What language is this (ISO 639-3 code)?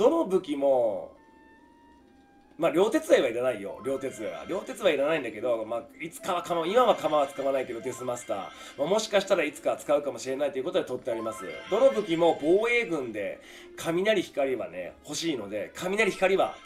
jpn